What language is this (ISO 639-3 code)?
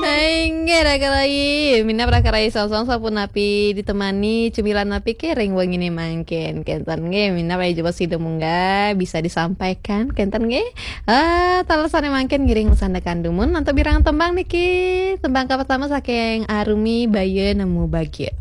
ban